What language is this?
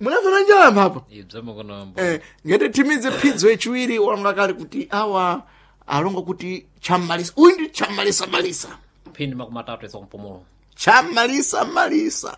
Sena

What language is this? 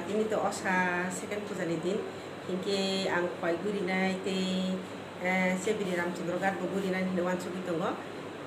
Kok Borok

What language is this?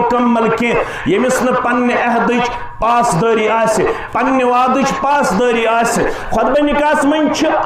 Kashmiri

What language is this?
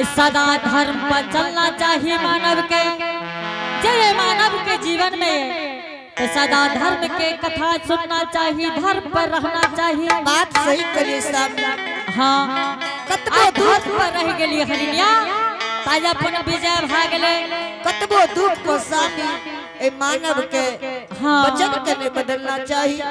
Angika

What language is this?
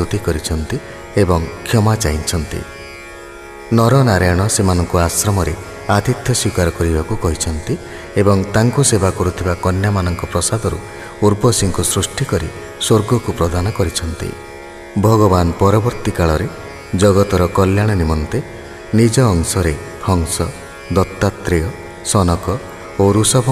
Odia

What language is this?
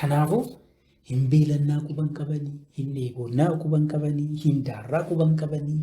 Oromo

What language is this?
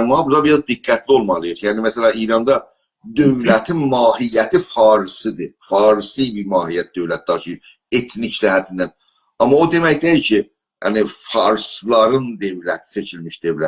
South Azerbaijani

